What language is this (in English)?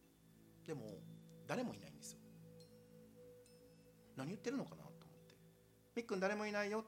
Japanese